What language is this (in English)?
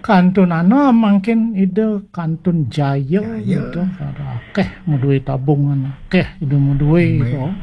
Balinese